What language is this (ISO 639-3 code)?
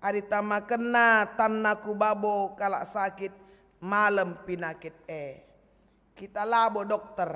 btx